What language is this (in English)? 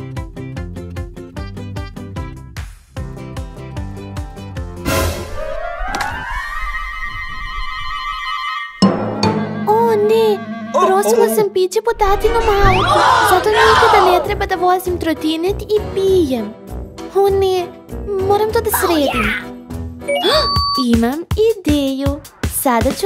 Serbian